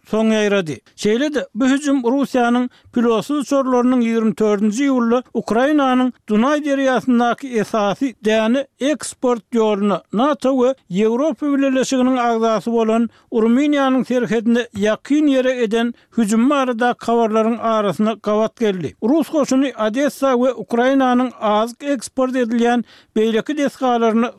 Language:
Turkmen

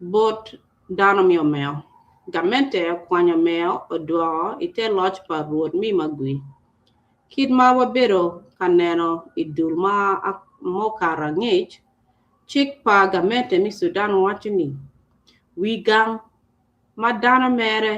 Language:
Acoli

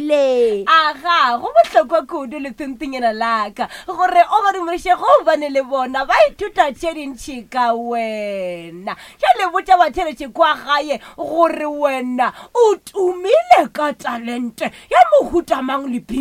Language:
Northern Sotho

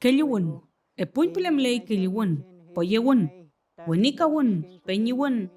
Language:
Mapuche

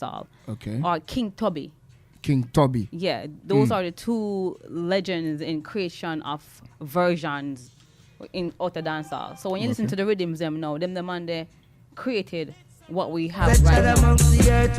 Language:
Jamaican Creole English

